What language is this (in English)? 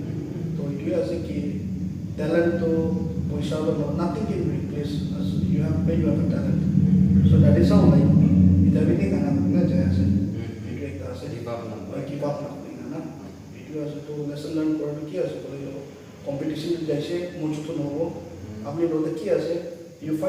Naga Pidgin